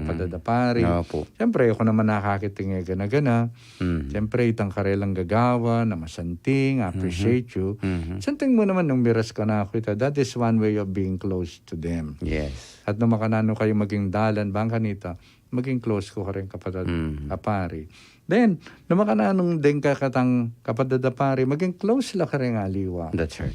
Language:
Pampanga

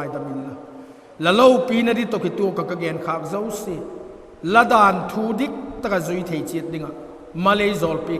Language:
Vaiphei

